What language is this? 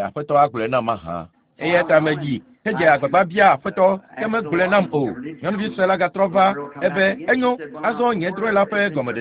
Ewe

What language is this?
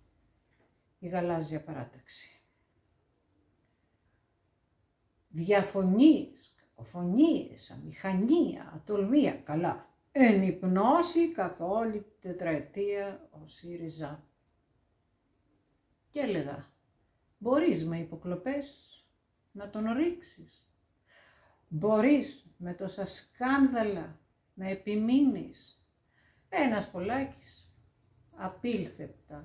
Greek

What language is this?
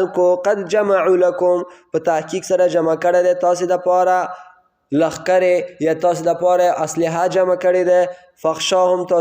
Pashto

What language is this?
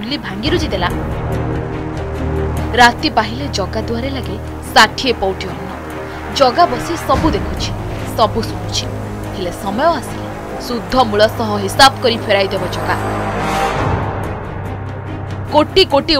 Odia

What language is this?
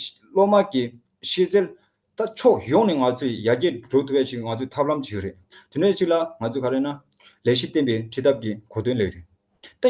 Tibetan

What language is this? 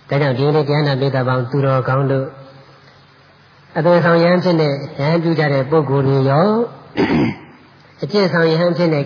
Burmese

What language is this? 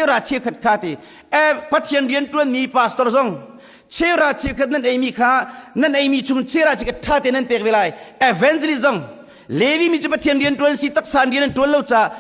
Hakha Chin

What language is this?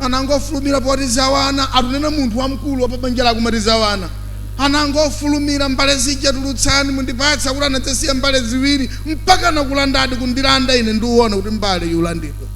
Nyanja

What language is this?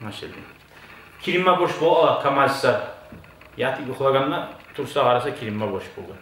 Kumyk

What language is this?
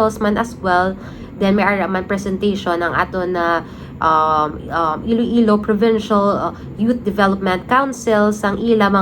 Hiligaynon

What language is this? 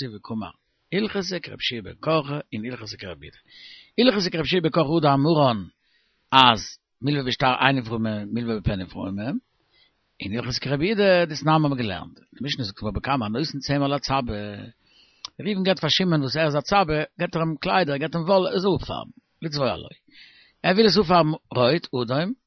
Yiddish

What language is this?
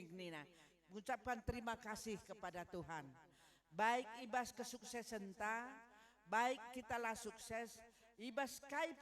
Batak Karo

